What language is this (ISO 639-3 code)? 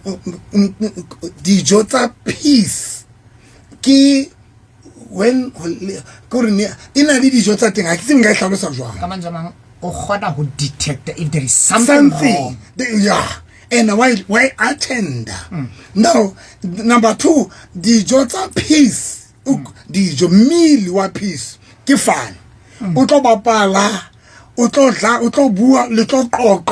sot